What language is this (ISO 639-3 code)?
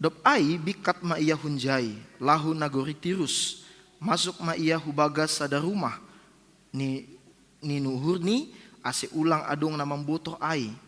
bts